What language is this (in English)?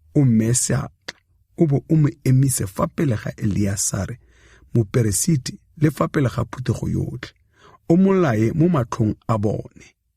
Tswana